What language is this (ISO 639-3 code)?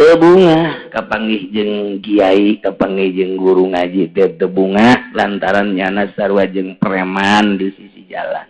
sun